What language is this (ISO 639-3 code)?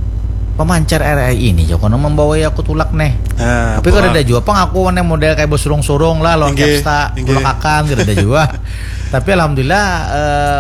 bjn